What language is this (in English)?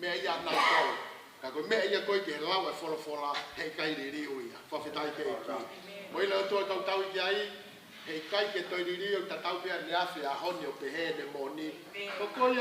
Tongan